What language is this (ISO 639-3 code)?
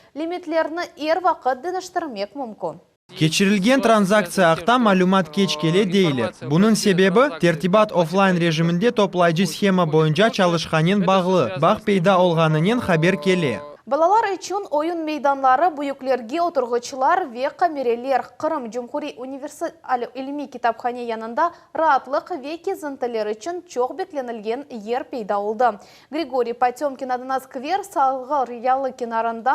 crh